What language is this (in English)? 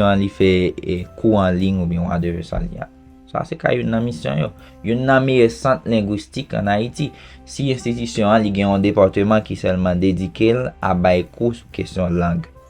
Haitian Creole